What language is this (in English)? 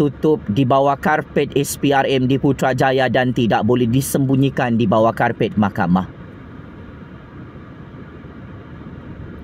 Malay